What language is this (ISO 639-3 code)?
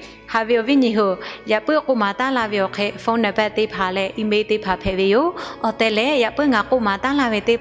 lhu